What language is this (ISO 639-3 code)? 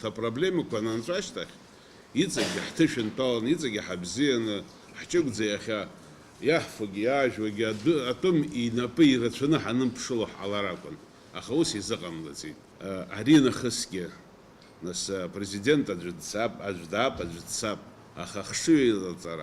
abk